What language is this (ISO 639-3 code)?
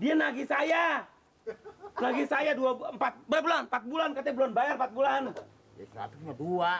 bew